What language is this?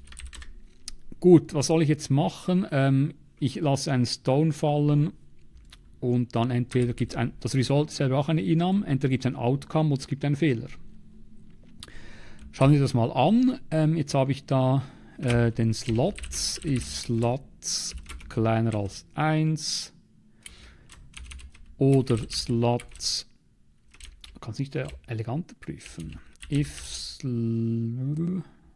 German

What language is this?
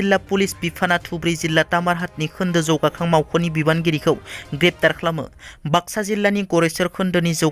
Bodo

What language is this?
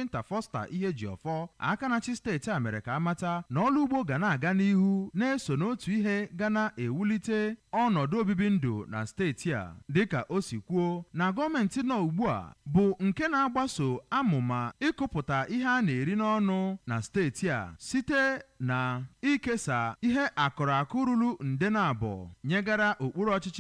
Igbo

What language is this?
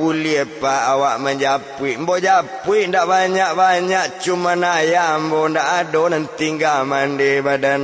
Minangkabau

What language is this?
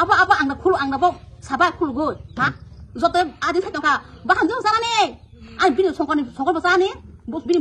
Kok Borok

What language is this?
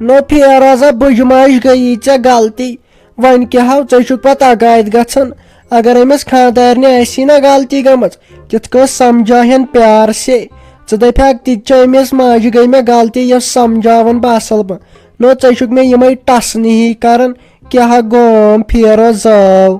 Kashmiri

